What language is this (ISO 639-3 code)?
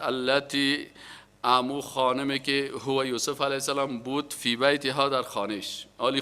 fas